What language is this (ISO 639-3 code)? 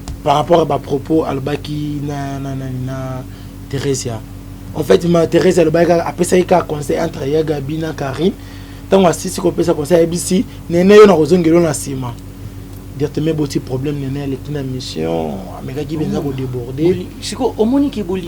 lin